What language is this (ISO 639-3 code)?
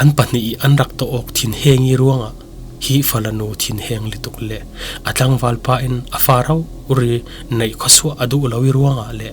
cfm